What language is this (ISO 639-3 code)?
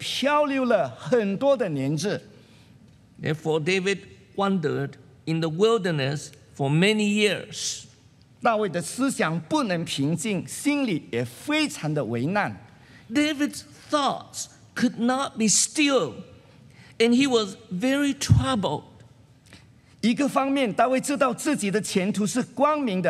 zho